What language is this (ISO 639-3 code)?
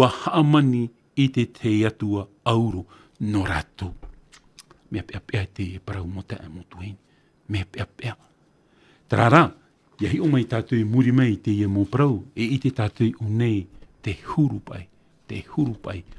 tah